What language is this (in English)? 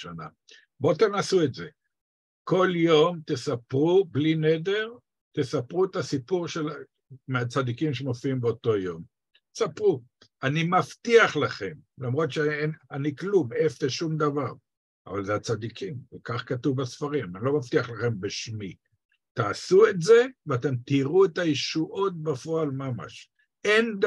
Hebrew